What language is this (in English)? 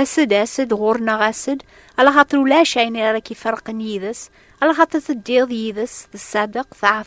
Kabyle